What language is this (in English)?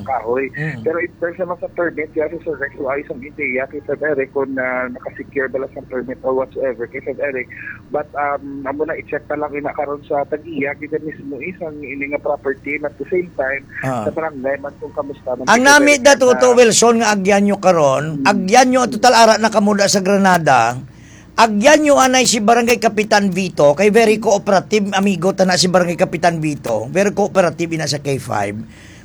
Hiligaynon